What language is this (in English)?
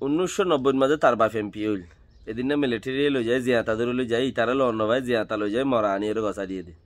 Rohingya